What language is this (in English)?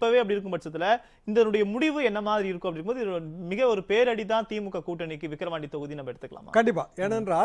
Tamil